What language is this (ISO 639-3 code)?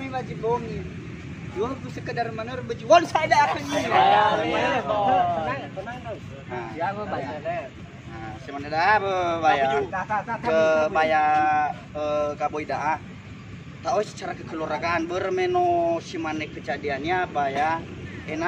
nia